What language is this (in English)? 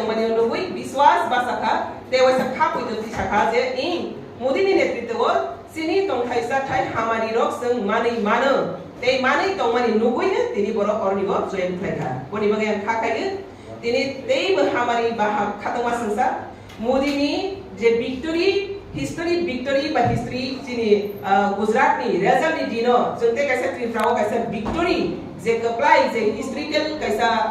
Kok Borok